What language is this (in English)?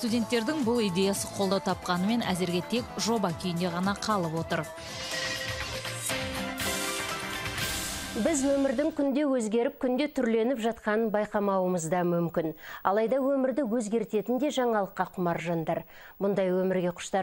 Kazakh